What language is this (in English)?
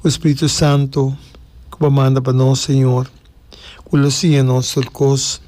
Papiamento